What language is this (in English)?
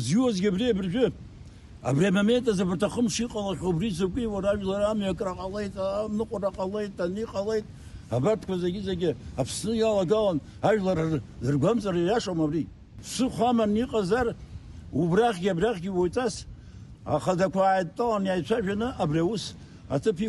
Abkhazian